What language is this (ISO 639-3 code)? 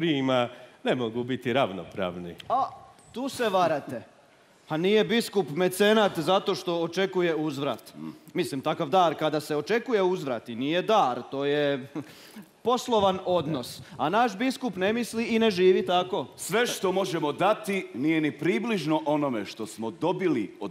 hrv